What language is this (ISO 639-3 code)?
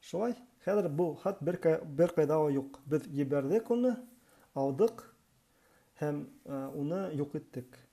bak